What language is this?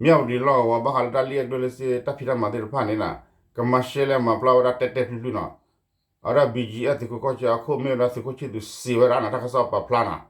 S'gaw Karen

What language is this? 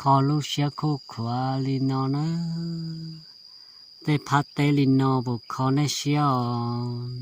Hmong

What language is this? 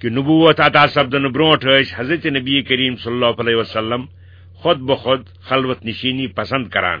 Kashmiri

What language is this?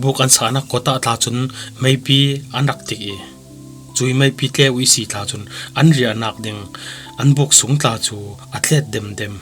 Falam Chin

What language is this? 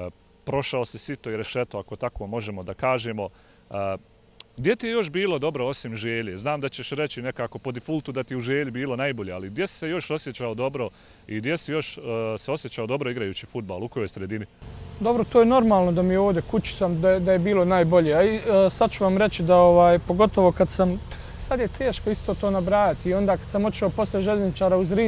Bosnian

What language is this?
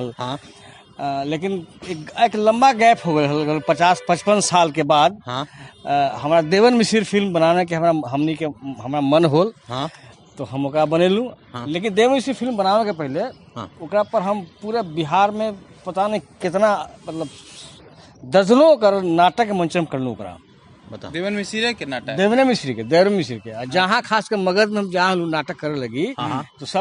Magahi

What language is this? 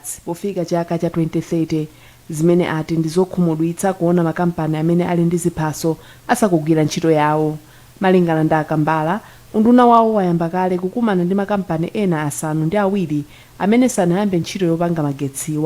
Nyanja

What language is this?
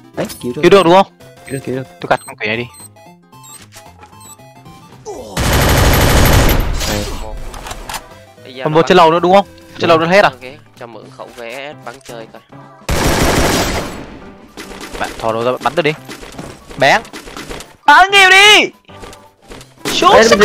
Vietnamese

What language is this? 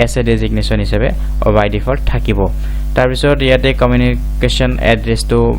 Assamese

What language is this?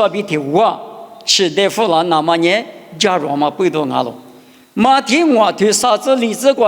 Lisu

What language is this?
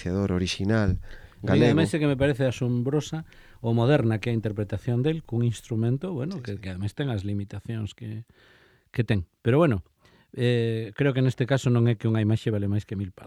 Galician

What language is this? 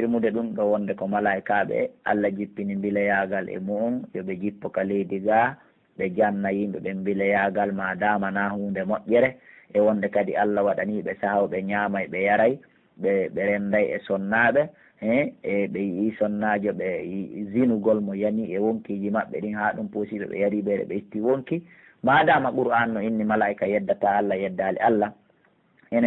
Pular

